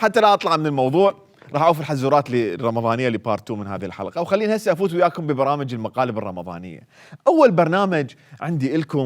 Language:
Mesopotamian Arabic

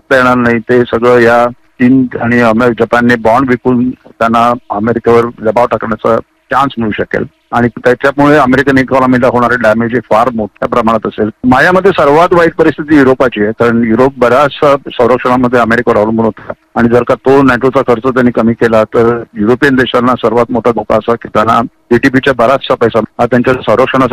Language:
Marathi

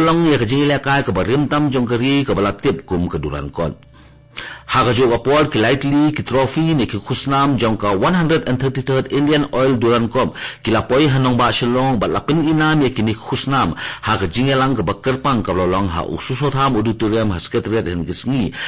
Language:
Khasi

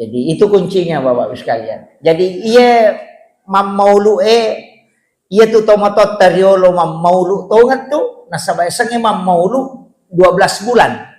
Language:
Buginese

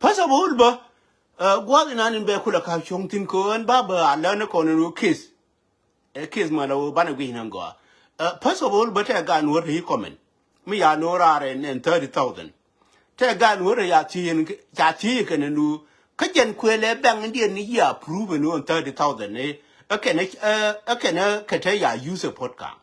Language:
Nuer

